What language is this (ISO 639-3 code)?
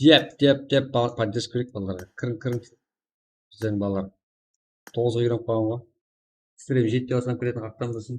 kaa